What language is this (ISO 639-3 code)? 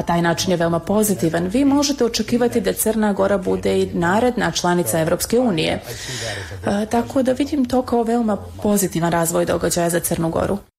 srp